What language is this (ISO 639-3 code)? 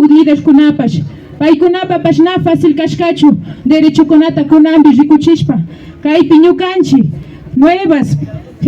qvi